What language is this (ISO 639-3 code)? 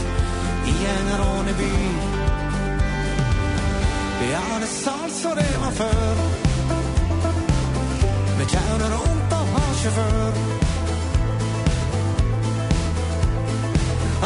nor